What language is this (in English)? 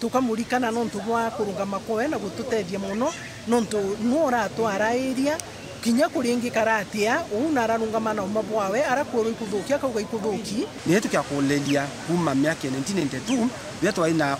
Meru